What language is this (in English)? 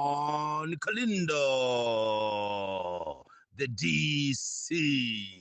Nyanja